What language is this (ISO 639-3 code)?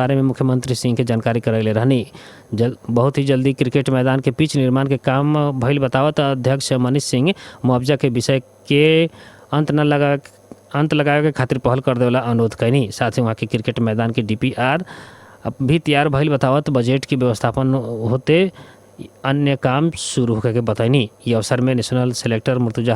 bho